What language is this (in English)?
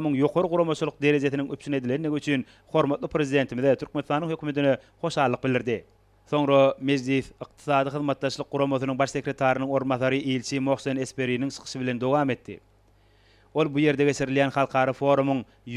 Turkmen